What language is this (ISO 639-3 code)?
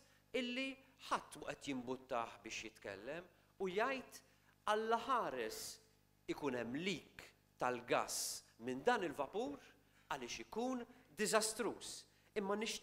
mlt